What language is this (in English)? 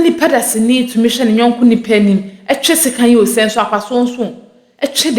Akan